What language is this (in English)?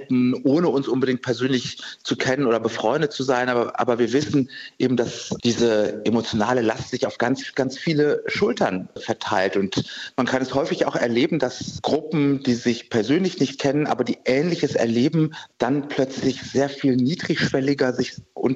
German